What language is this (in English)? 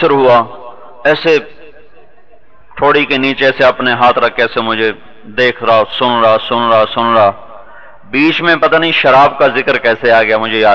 Urdu